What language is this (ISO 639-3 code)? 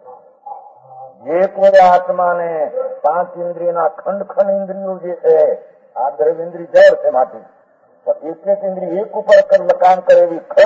guj